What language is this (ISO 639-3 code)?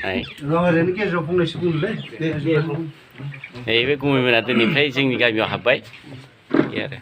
brx